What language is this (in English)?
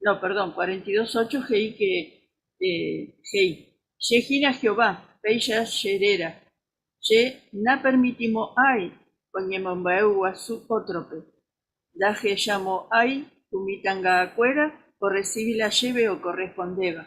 Guarani